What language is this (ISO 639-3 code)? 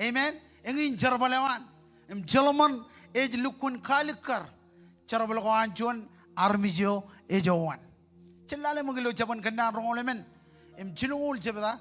mah